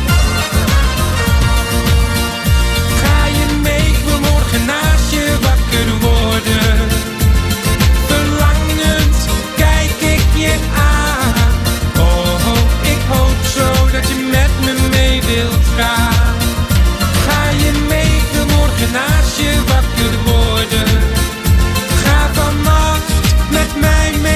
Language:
Dutch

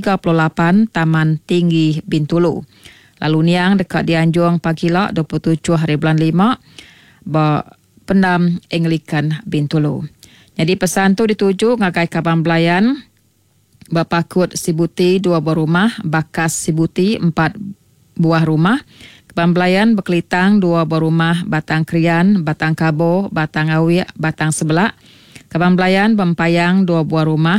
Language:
Iban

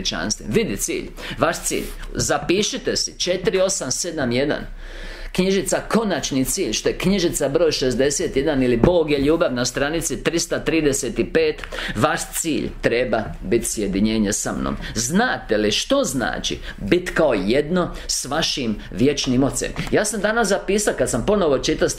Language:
Croatian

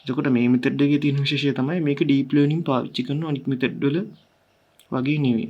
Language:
Sinhala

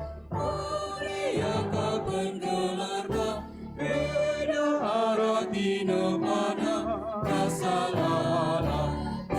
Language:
Batak Karo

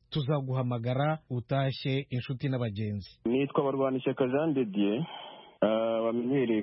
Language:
Kinyarwanda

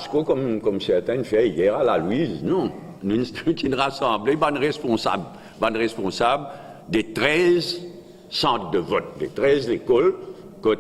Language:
Morisyen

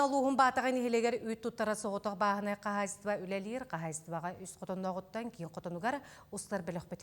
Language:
Yakut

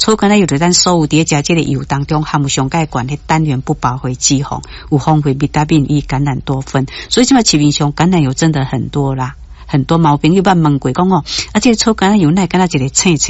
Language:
Min Nan Chinese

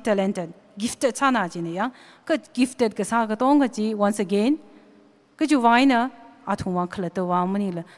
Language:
Tangkhul Naga (India)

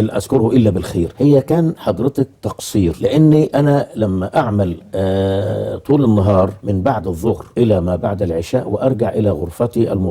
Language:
Egyptian Arabic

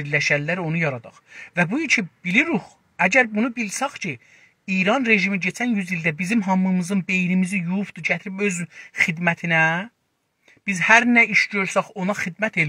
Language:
South Azerbaijani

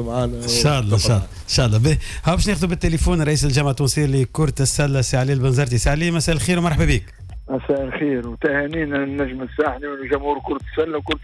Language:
Tunisian Arabic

